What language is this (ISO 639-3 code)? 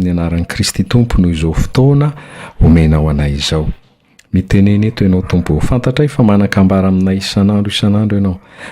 mlg